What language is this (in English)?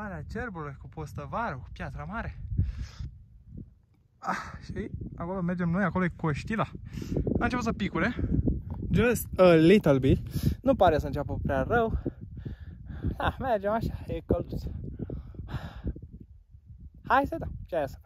Romanian